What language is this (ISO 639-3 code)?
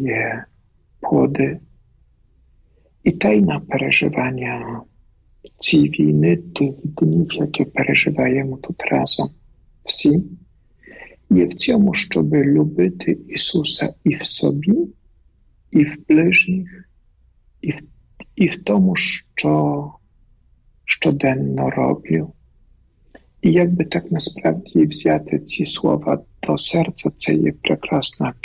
ukr